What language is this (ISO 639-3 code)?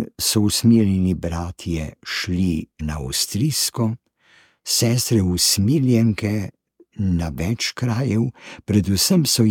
slv